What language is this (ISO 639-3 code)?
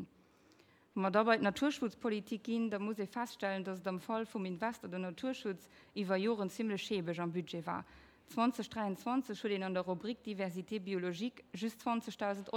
ltz